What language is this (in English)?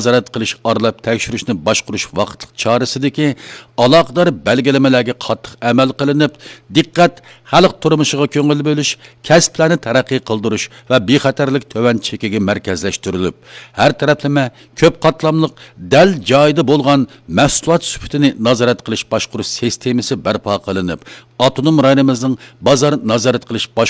Uyghur